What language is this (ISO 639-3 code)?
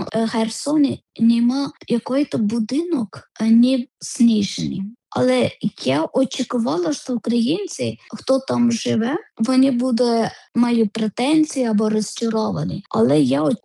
ukr